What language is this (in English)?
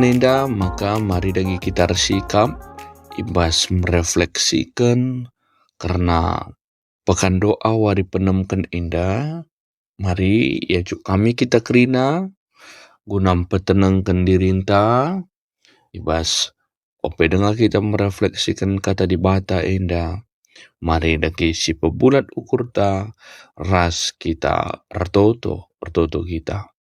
Batak Karo